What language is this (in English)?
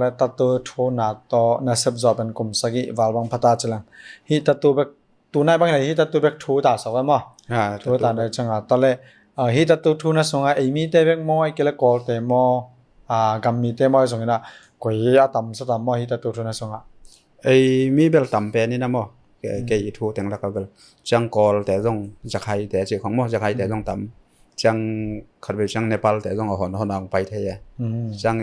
Tedim Chin